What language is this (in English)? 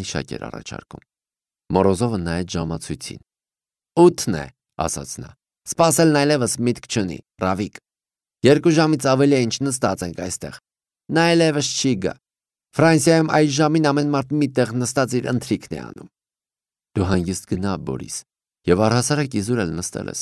Armenian